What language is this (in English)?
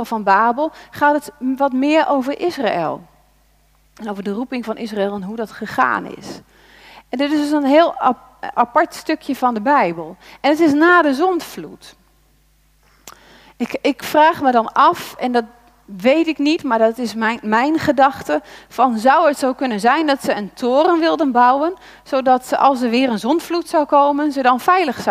Dutch